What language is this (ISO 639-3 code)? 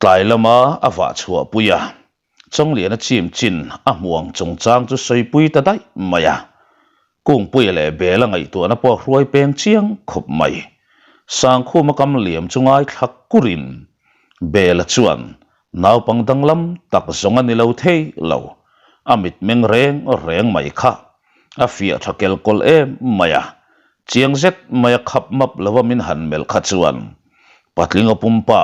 lus